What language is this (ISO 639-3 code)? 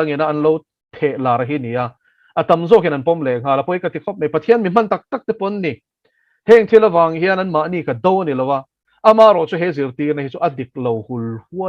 lus